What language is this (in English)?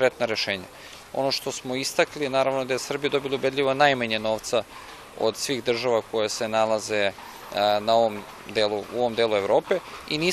Serbian